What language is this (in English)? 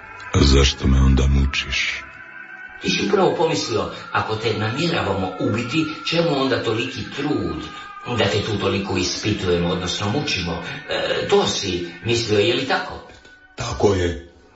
Croatian